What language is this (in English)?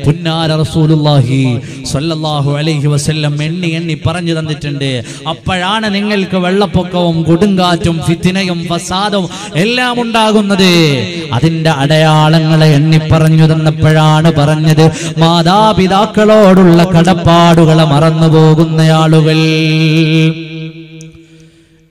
Malayalam